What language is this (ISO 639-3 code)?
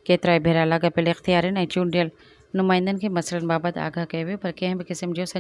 snd